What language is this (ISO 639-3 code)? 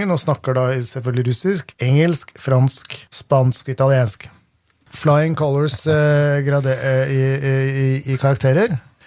nor